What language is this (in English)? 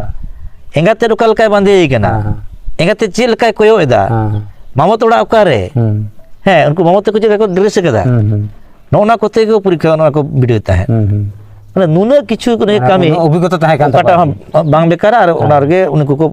Santali